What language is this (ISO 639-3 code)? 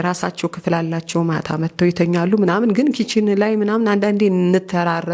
amh